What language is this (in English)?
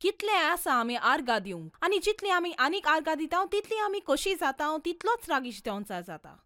Konkani